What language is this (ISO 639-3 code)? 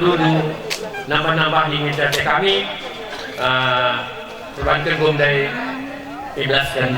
btx